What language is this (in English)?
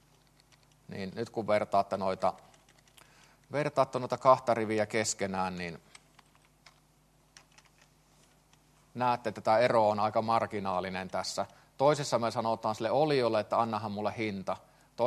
Finnish